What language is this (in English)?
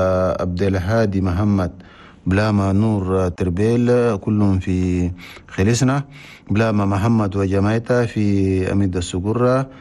Chadian Arabic